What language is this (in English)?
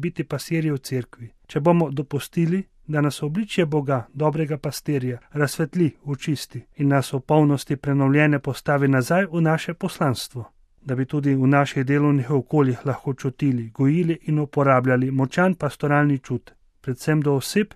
Slovenian